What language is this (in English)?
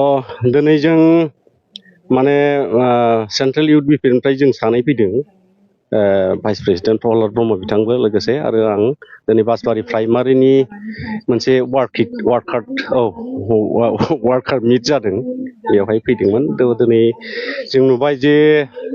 Bodo